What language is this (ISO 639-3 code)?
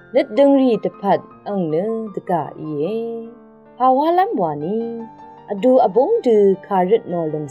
raw